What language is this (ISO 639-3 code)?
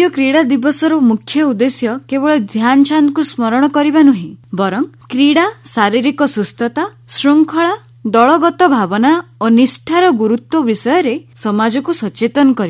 ori